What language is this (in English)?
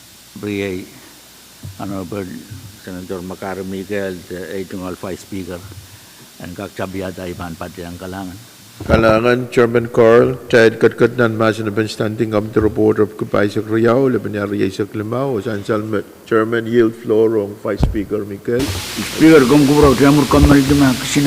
Pohnpeian